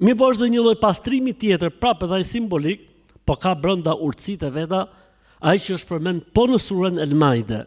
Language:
Albanian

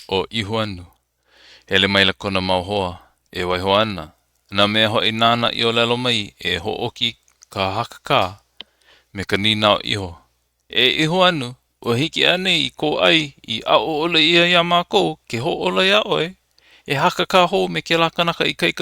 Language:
Hawaiian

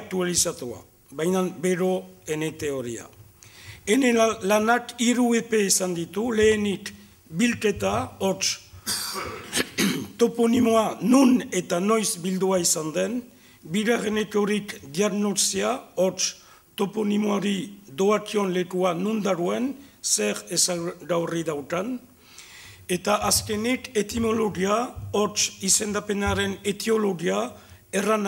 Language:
Basque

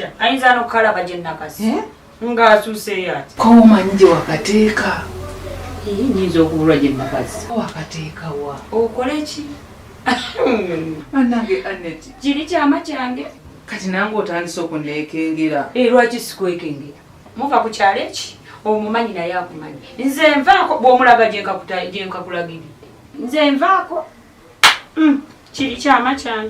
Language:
Ganda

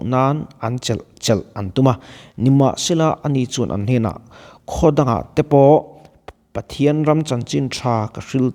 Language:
Mizo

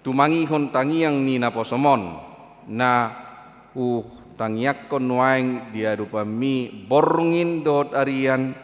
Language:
Batak Toba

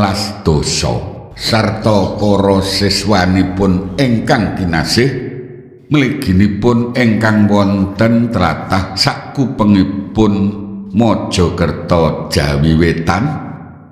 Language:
Javanese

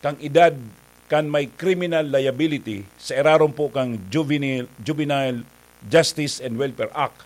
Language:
Bikol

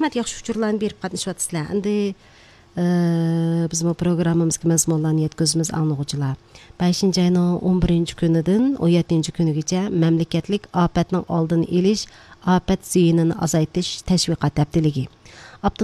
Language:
Uyghur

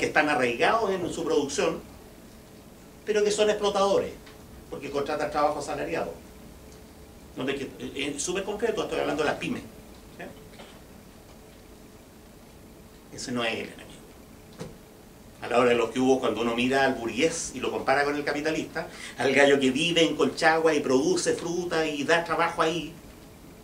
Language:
Spanish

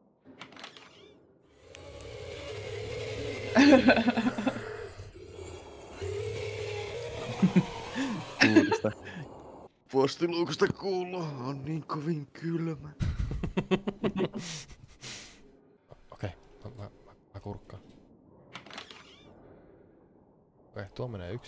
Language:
Finnish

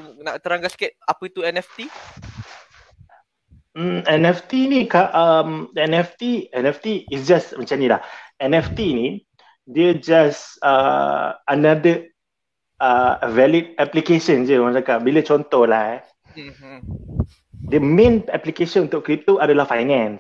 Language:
Malay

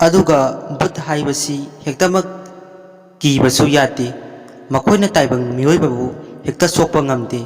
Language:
Manipuri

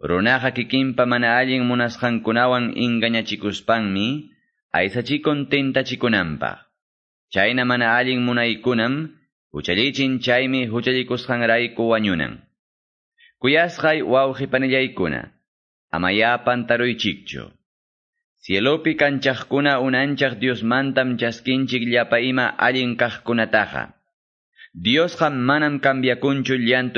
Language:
Quechua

